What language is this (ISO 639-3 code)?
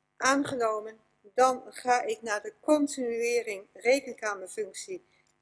nld